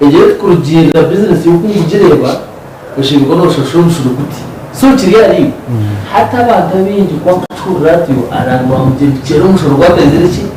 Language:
Nyankole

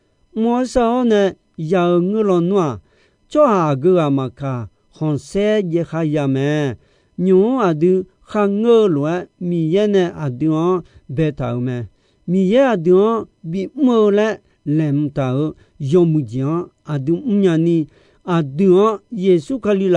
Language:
Akha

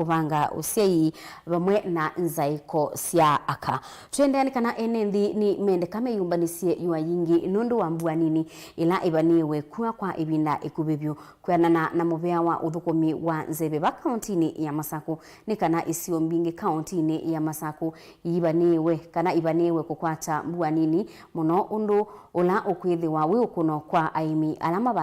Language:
Kamba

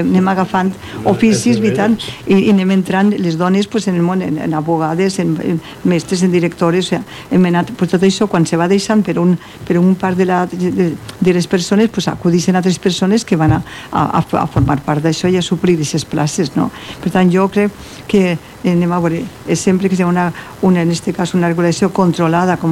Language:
Catalan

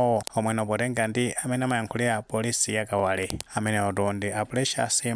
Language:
Nyanja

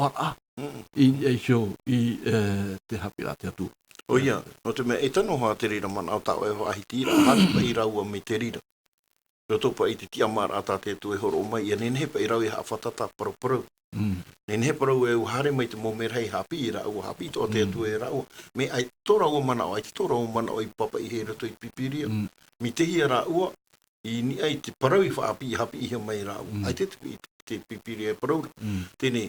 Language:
Tahitian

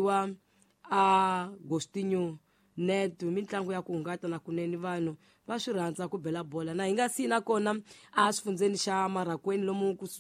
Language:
Tsonga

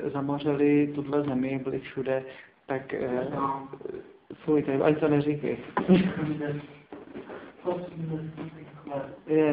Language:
Czech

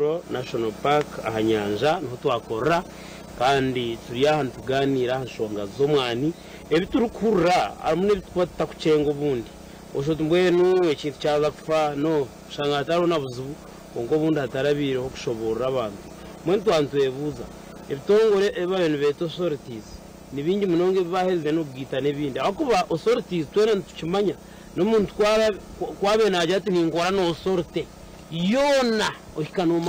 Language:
Nyankole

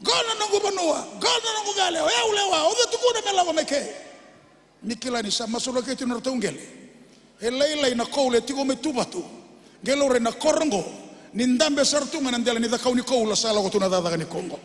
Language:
Fijian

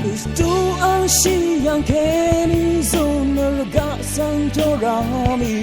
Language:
Rawang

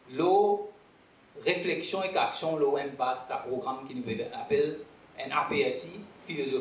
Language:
Morisyen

